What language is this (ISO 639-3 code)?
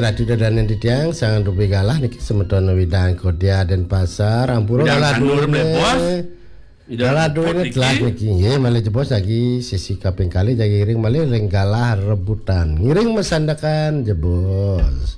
ban